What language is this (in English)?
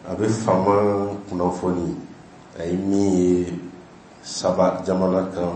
Bambara